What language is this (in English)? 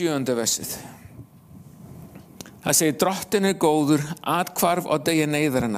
Icelandic